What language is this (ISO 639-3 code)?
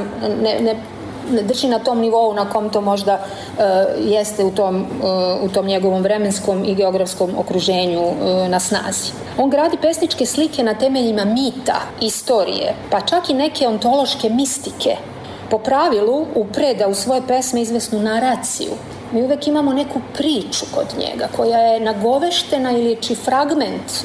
srp